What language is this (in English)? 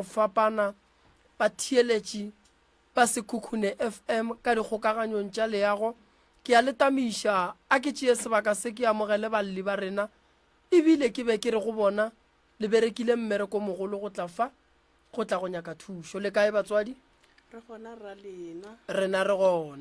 Northern Sotho